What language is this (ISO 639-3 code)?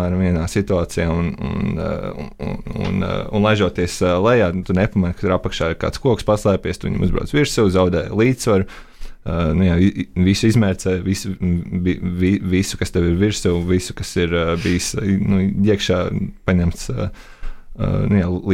lav